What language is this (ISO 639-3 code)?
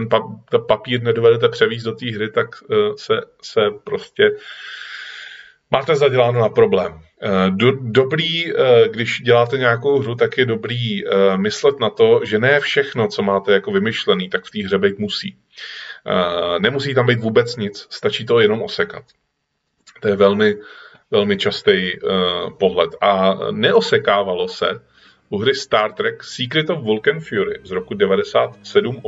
ces